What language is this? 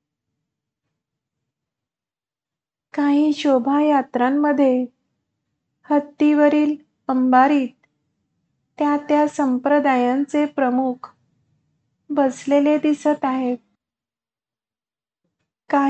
Marathi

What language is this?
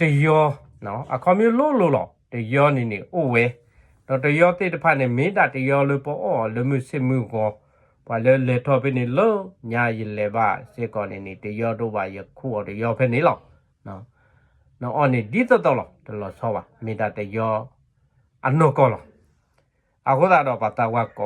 S'gaw Karen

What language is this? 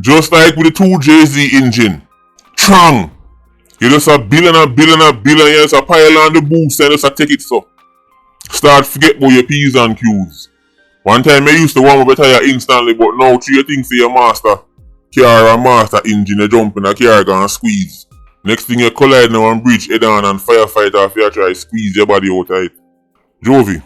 Jamaican Creole English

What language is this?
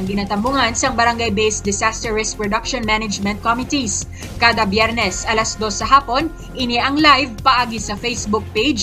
Hiligaynon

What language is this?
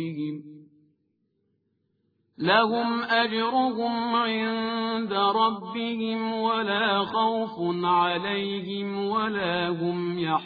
Arabic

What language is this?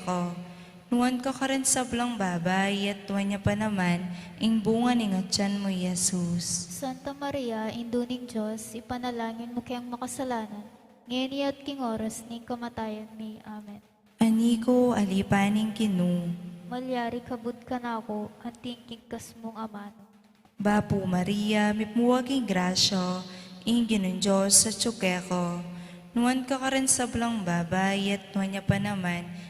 Pampanga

